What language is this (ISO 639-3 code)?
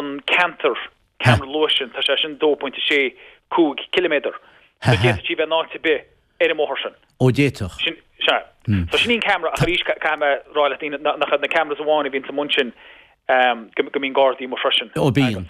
gle